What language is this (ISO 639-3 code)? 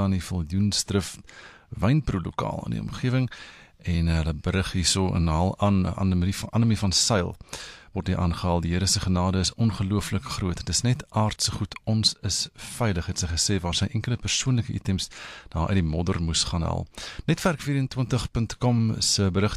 afr